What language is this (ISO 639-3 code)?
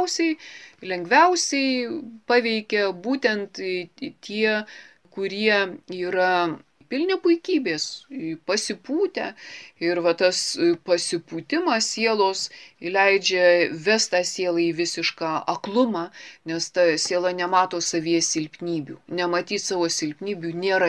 lit